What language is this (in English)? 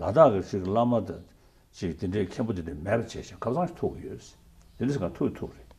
Tibetan